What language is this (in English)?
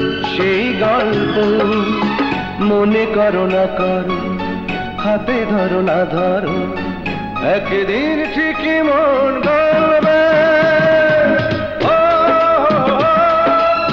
Bangla